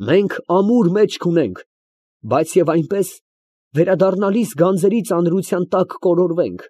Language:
Armenian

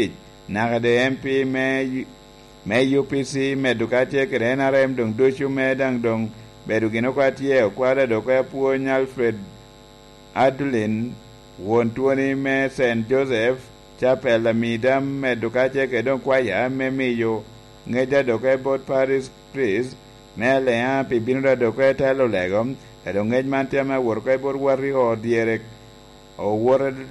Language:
Lango (Uganda)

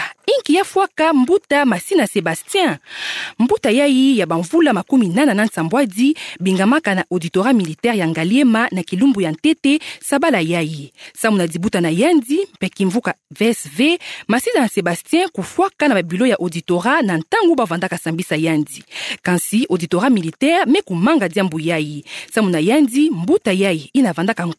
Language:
Kituba (Democratic Republic of Congo)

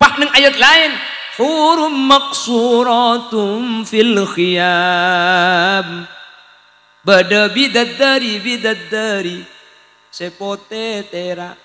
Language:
Madurese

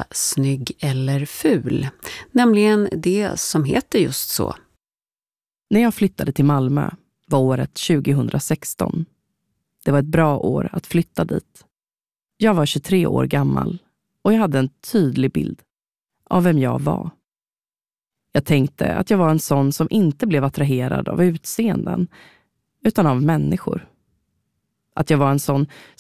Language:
Swedish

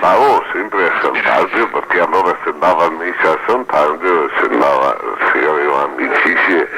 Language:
Venetian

